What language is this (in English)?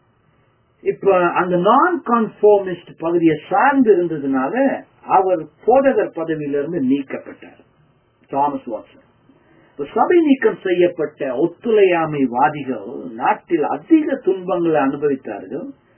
Tamil